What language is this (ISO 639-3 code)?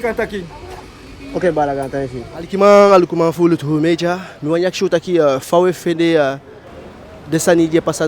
djk